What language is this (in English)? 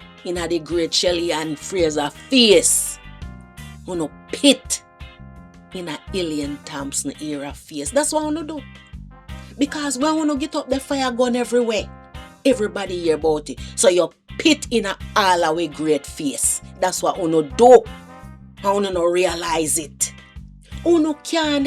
Jamaican Creole English